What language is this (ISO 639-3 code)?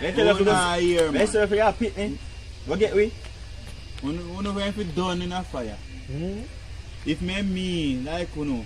jam